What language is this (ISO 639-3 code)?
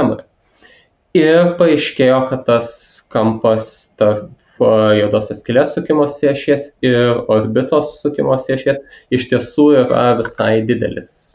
lit